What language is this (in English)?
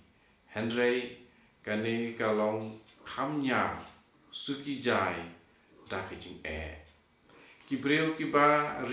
Khasi